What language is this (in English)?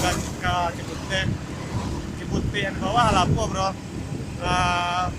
Minangkabau